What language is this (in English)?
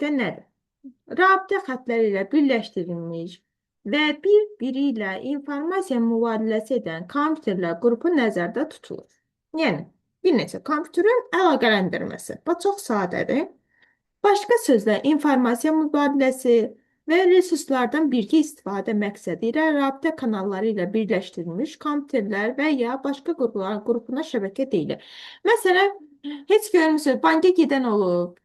Azerbaijani